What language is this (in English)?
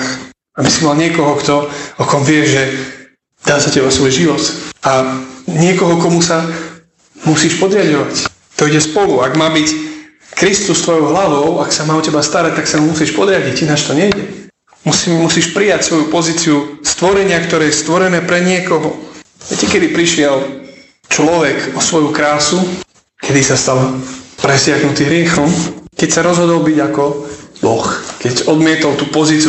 Slovak